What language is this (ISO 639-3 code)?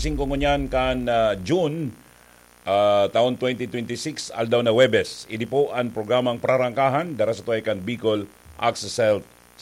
bik